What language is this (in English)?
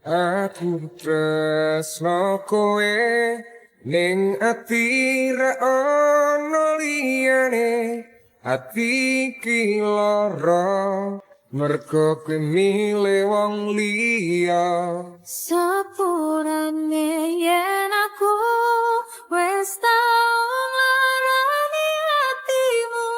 Javanese